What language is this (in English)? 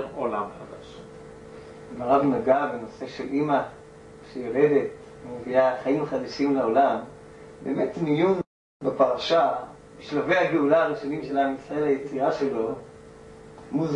Hebrew